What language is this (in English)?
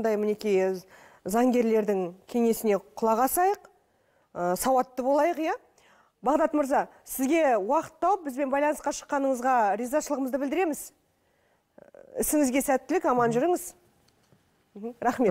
Kazakh